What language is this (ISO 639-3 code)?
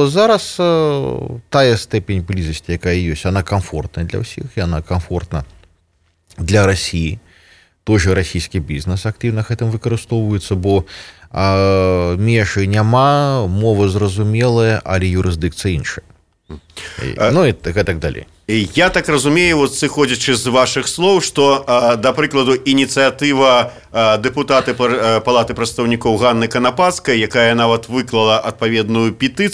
bel